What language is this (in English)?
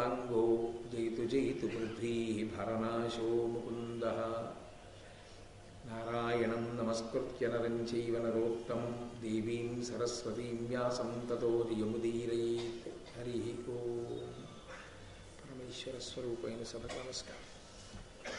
Telugu